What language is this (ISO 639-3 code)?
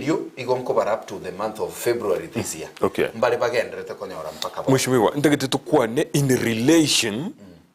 guz